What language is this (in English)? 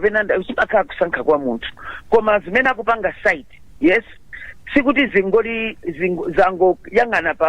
Nyanja